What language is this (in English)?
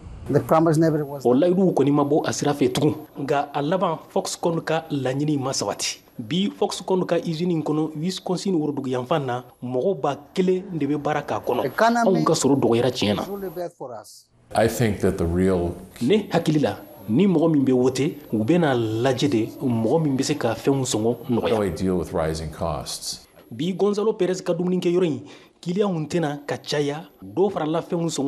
Bambara